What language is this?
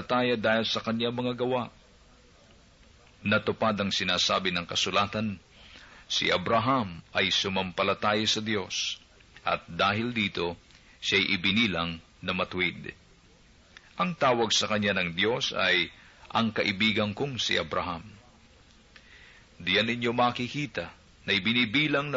Filipino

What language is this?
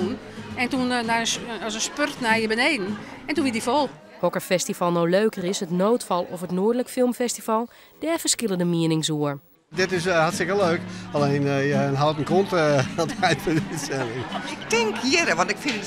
Western Frisian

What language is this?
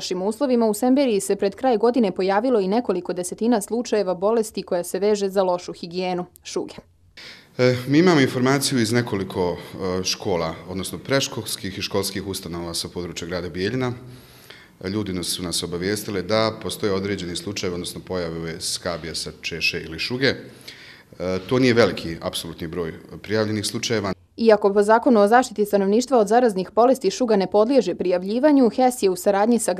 Croatian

